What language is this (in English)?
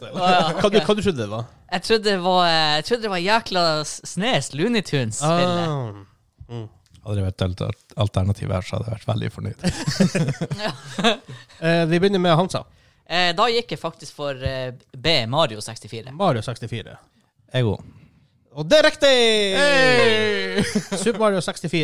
Norwegian